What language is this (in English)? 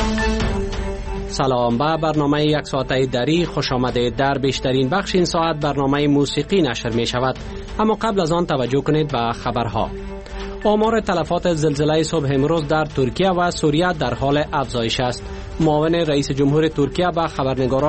Persian